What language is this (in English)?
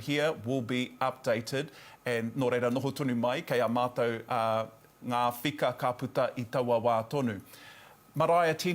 Māori